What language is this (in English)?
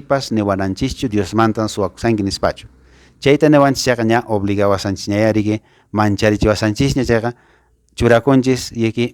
Quechua